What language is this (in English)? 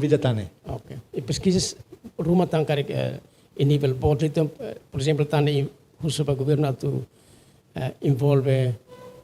Tetum